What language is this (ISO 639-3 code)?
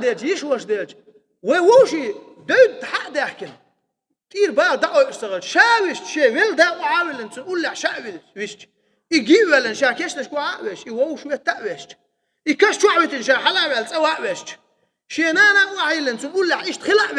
che